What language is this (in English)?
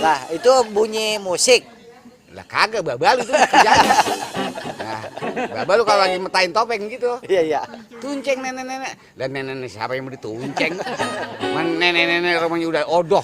Betawi